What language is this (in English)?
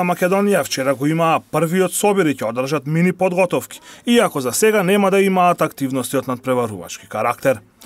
Macedonian